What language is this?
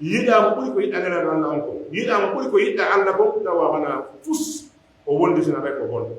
Pular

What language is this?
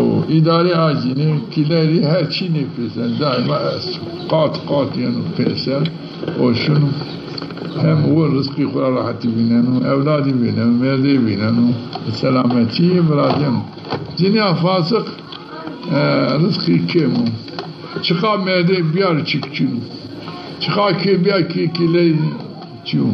Zaza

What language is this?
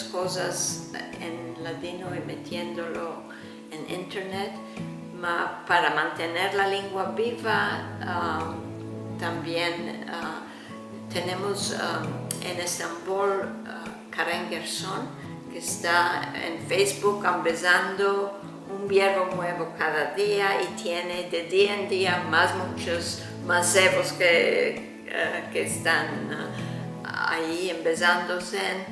Ladino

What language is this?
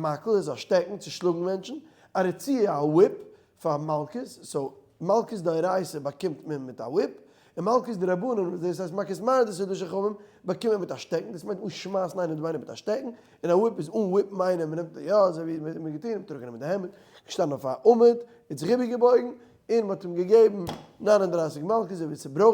Yiddish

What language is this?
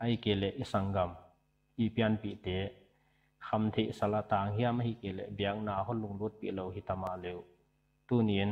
Paite Chin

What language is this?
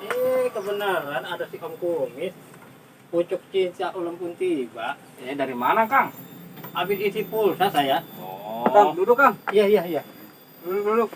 Betawi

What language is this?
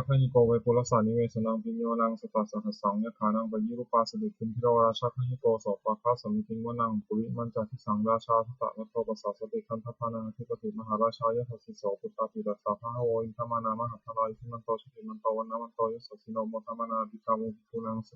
Pali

